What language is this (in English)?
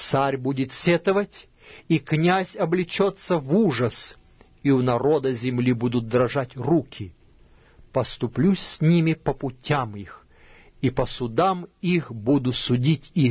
Russian